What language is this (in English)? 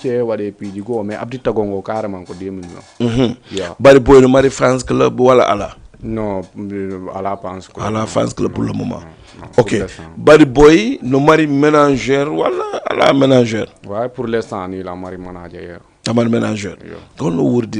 Fula